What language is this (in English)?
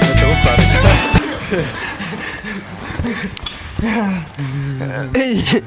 Swiss German